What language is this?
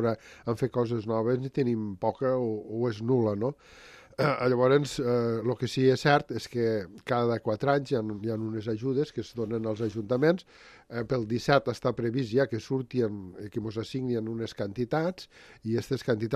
Catalan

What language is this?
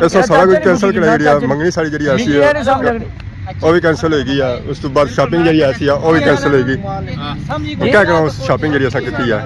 Pahari-Potwari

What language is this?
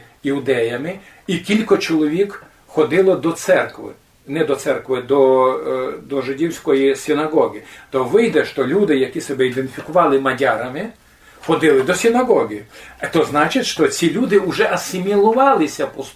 Rusyn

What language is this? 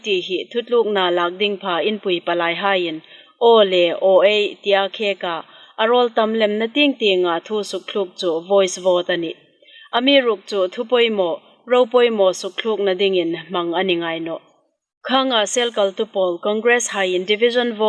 Hmar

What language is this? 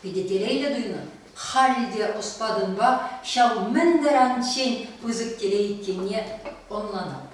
Chuvash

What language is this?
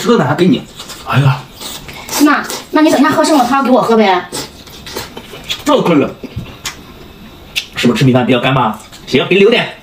Chinese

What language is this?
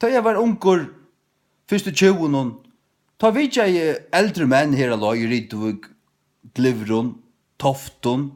Faroese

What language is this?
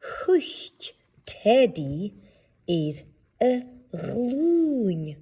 Scottish Gaelic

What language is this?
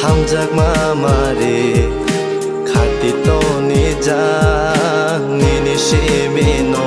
Kok Borok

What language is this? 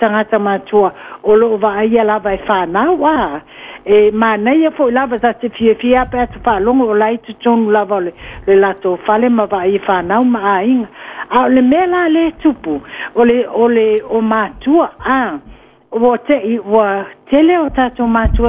Samoan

